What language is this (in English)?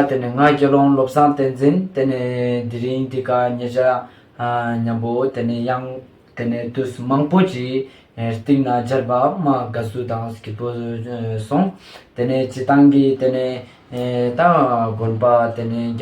Ladakhi